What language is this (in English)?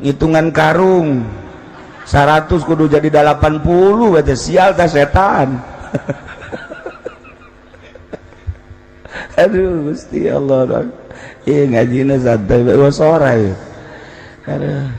Sundanese